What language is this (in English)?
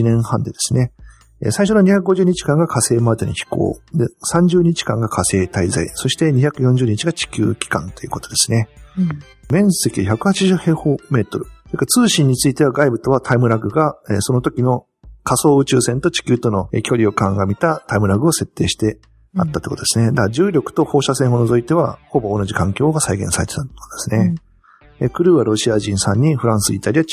Japanese